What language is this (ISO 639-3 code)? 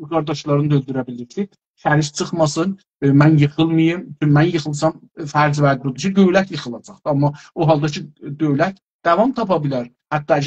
azb